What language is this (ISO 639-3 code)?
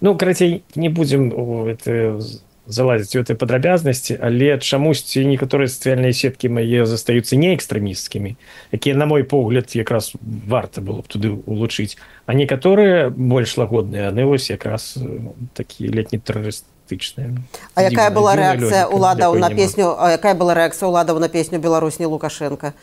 bel